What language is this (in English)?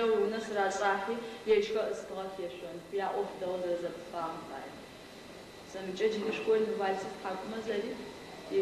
Adyghe